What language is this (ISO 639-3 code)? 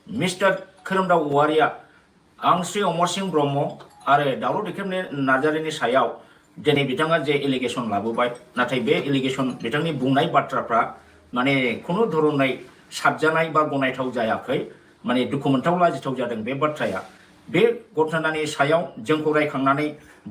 brx